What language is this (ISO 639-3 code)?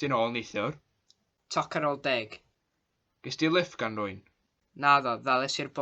cym